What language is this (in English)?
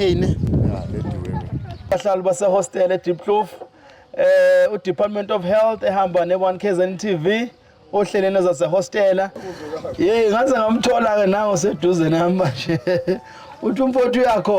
Zulu